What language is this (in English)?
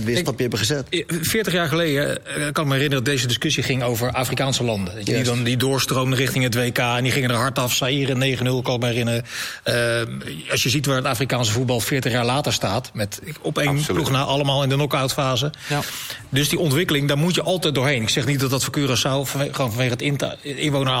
Dutch